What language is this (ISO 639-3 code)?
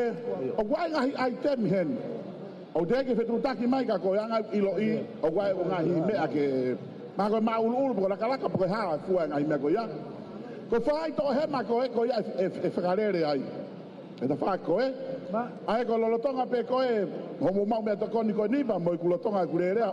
ton